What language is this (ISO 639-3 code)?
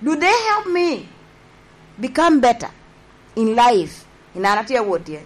laj